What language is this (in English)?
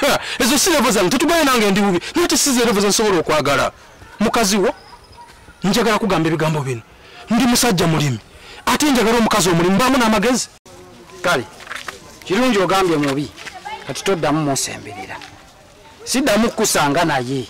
Ganda